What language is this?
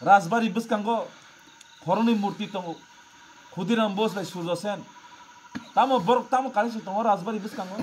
Kok Borok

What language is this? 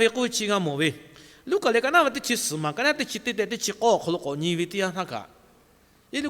Lahu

